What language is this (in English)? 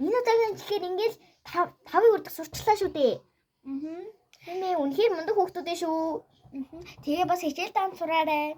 Mongolian